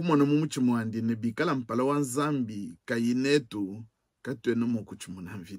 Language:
Luba-Lulua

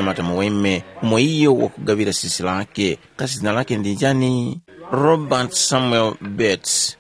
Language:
Tumbuka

